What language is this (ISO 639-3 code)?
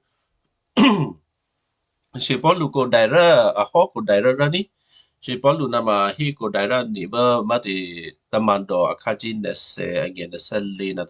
kyu